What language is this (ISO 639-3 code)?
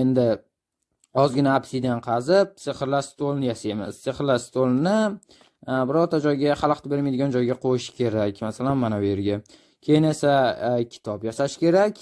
uzb